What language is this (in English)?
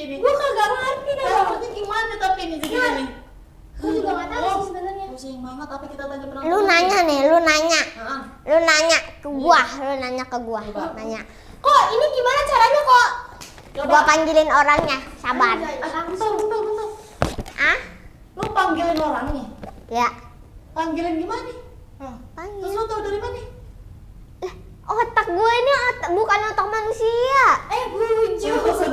Betawi